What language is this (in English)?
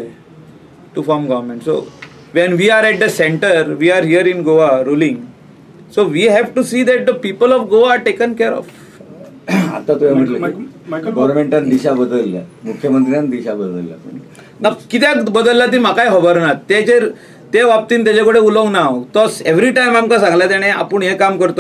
Konkani